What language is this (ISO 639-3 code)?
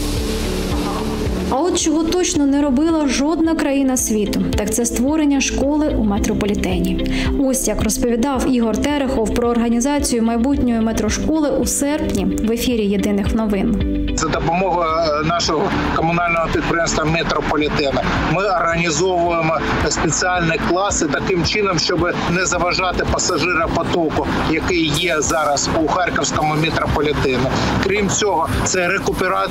ukr